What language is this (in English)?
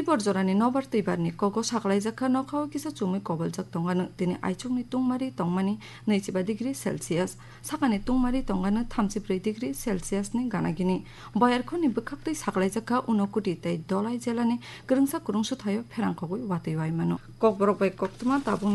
Kok Borok